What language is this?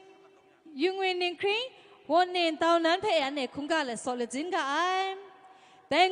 Kachin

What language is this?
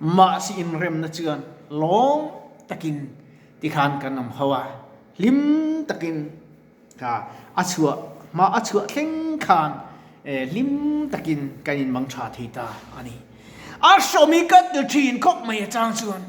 Mizo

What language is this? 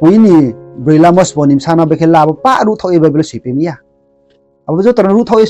Riang (India)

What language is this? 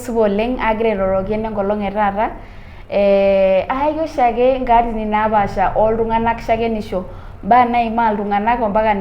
Masai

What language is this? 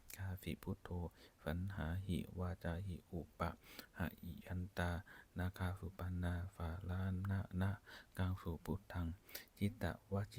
Pali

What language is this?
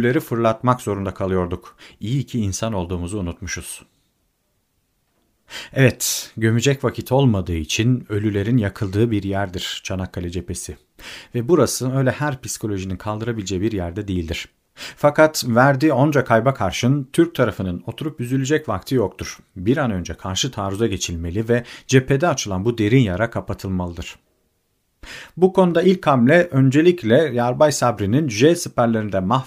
Turkish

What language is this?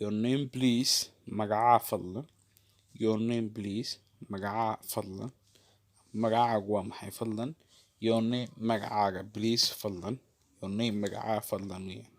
Somali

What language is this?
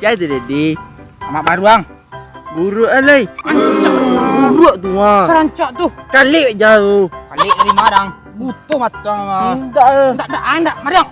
Minangkabau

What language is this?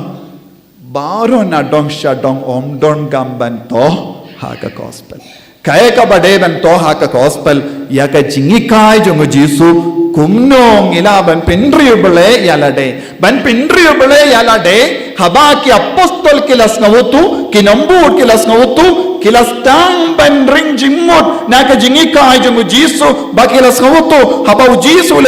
Khasi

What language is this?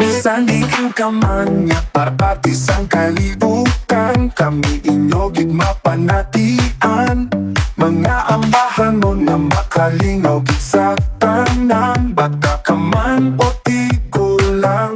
Hiligaynon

